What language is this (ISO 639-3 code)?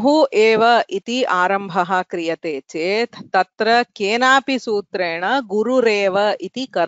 san